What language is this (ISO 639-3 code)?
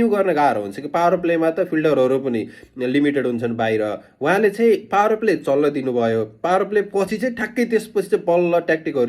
nep